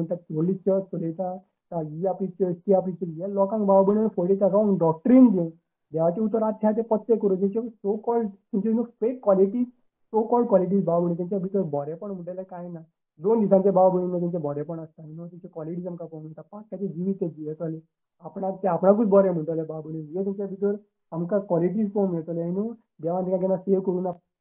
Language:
Konkani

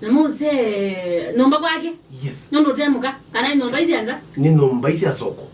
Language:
Kamba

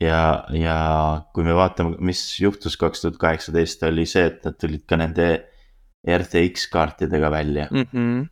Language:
Estonian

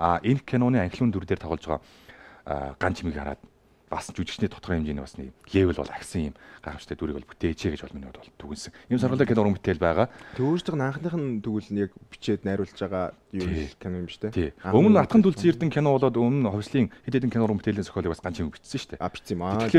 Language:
Mongolian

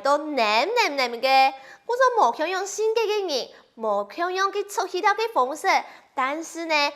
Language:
Hakka Chinese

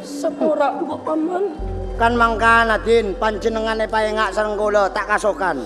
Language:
Madurese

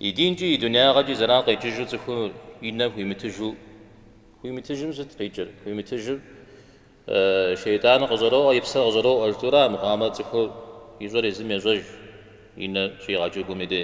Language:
Kabardian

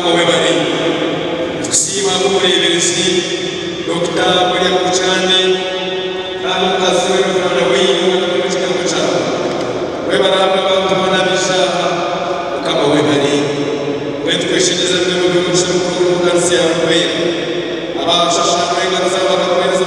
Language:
Nyankole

